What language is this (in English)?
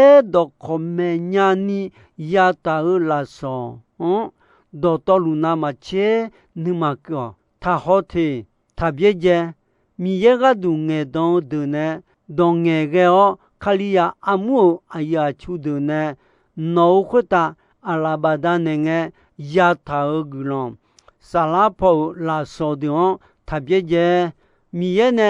Akha